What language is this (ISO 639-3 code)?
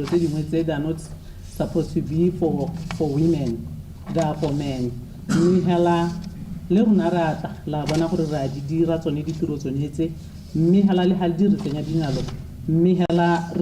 tsn